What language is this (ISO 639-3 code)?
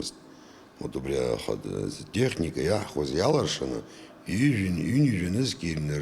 abk